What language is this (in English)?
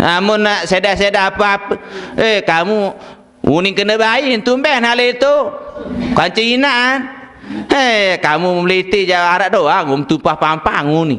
Sasak